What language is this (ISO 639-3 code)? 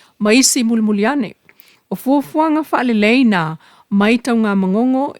smo